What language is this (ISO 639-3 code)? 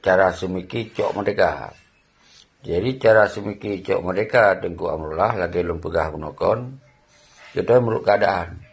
ace